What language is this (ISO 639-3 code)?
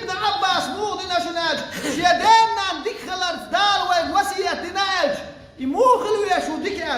che